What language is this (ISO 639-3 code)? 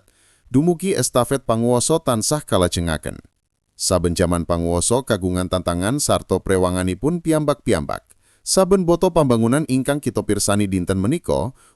jav